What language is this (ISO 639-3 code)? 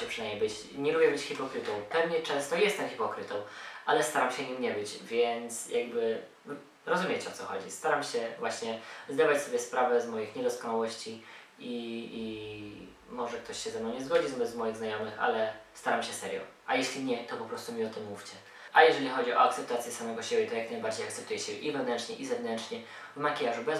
pol